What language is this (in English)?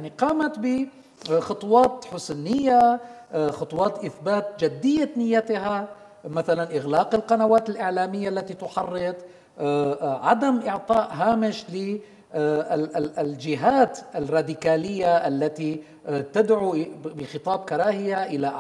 Arabic